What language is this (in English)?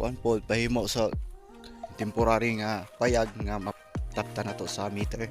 Cebuano